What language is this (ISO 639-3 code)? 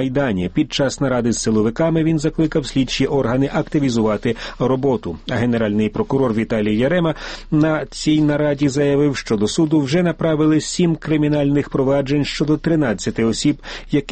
ukr